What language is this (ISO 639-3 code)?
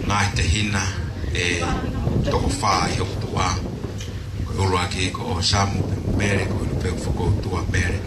ton